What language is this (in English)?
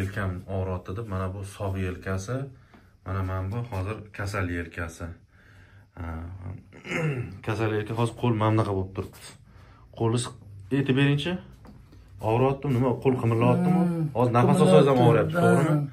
Uzbek